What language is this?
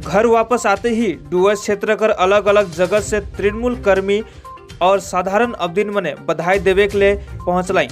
Sadri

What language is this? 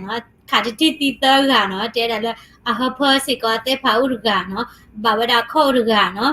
S'gaw Karen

